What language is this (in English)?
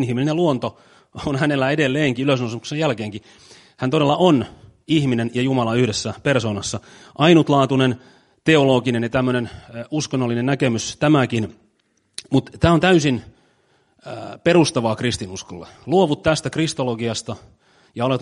Finnish